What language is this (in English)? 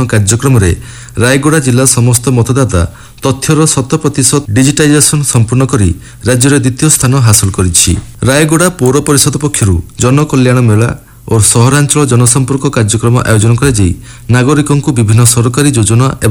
Odia